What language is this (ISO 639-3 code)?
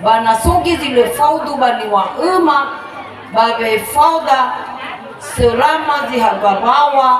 nia